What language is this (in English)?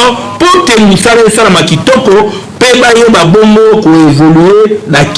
Lingala